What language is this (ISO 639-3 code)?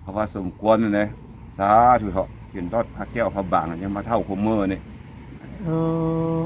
tts